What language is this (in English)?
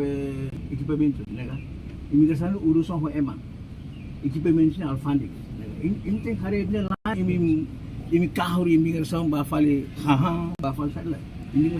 Tetum